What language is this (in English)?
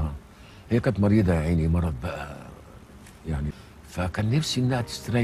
Egyptian Arabic